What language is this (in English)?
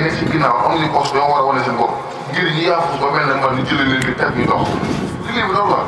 Wolof